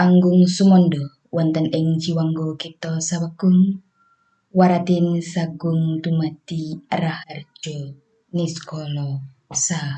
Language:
Javanese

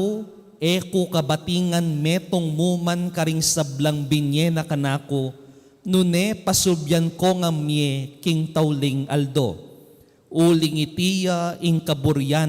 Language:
Pampanga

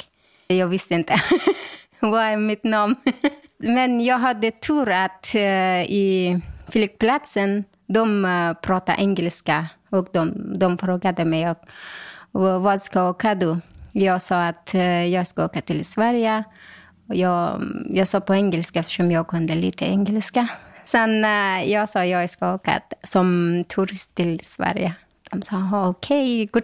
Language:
Swedish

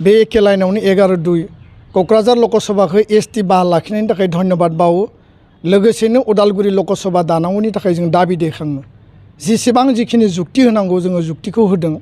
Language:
Bodo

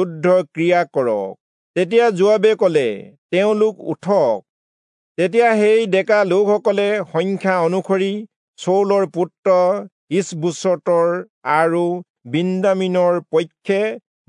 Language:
Assamese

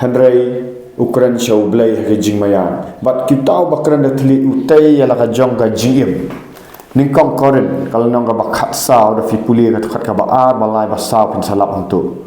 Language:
Khasi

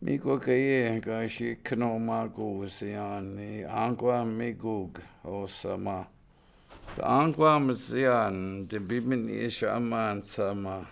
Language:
Chippewa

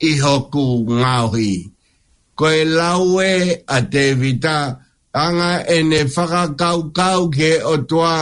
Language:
Tongan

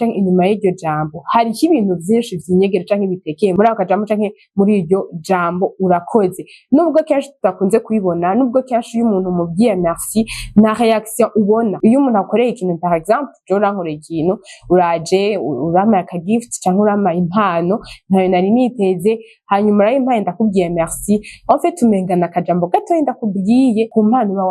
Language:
Rundi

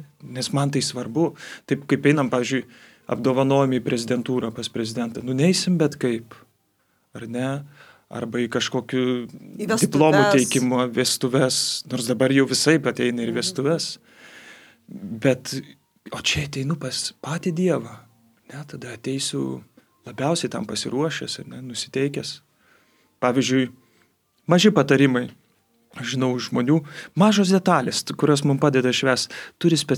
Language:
Lithuanian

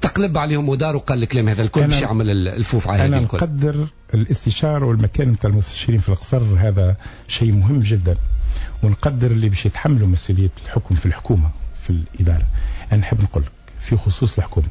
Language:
Tunisian Arabic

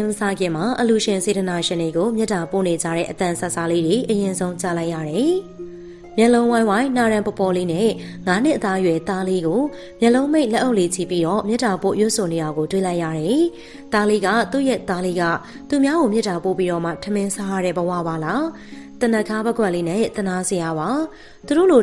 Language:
Burmese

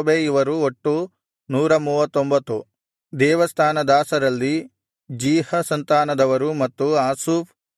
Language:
Kannada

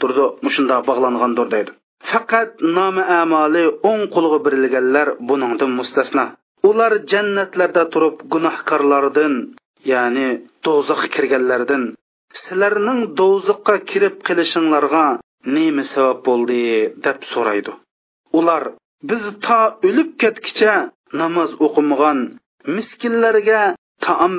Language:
Uyghur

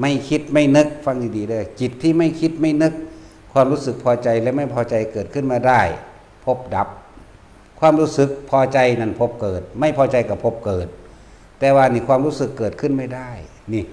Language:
Northeastern Thai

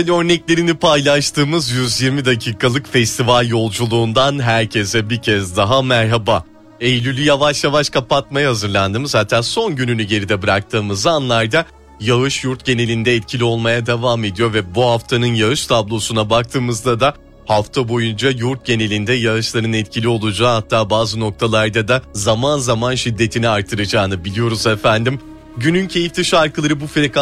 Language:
Turkish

